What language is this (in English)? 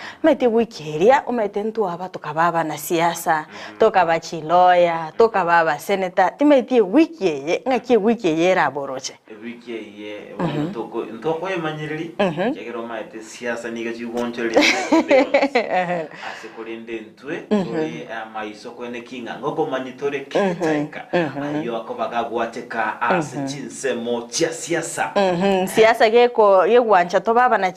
Gusii